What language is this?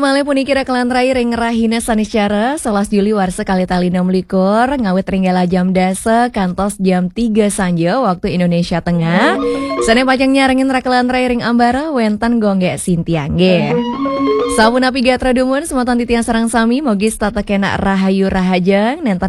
Balinese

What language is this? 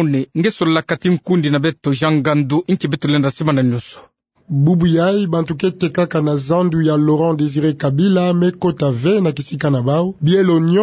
Kituba (Democratic Republic of Congo)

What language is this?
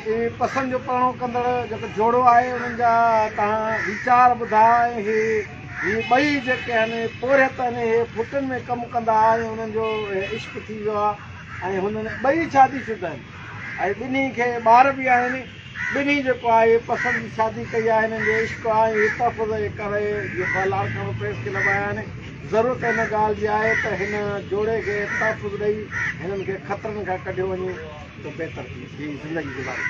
Sindhi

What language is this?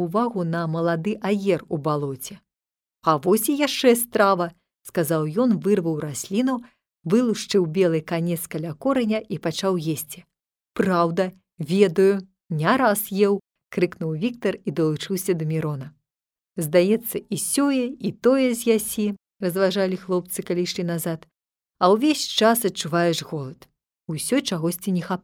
Belarusian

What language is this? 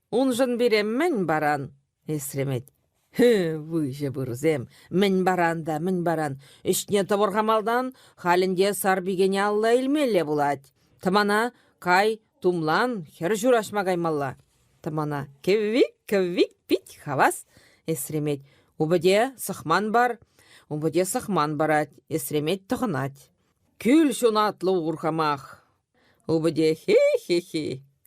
Chuvash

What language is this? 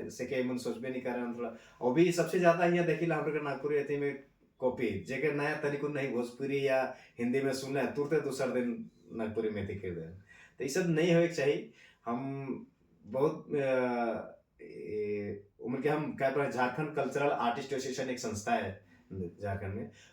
Sadri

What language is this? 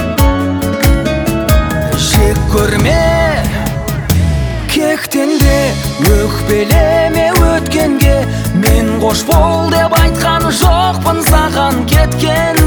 Kazakh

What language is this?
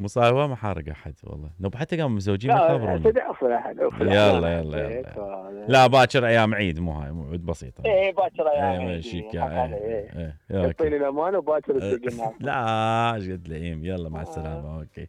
Mesopotamian Arabic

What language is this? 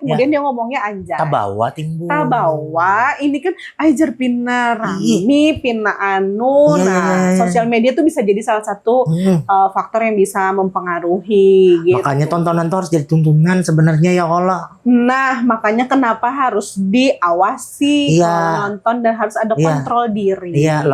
Banjar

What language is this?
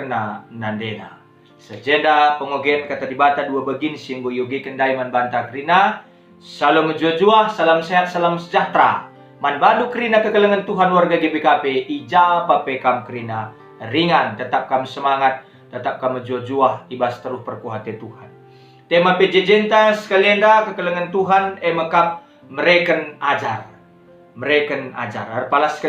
Batak Karo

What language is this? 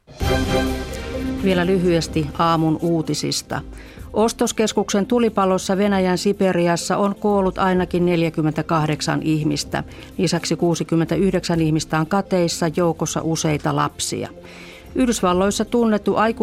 Finnish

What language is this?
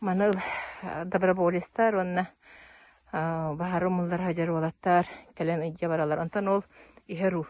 Yakut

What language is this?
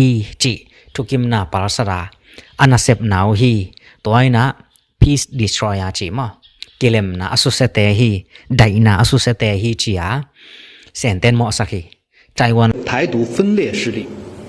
Tedim Chin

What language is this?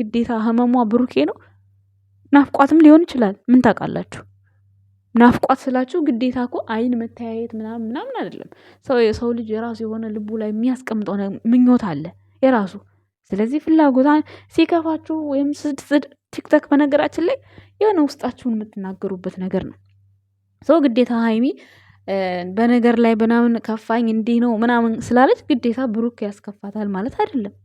Amharic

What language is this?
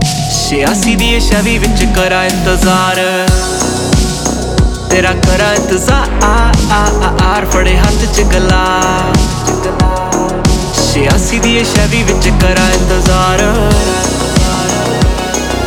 Punjabi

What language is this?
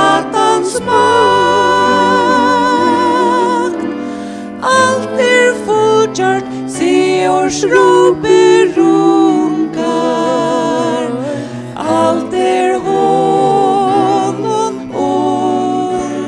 Faroese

